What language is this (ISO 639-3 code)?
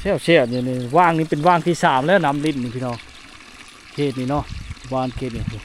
lao